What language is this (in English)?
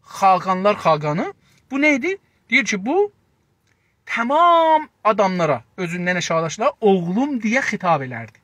South Azerbaijani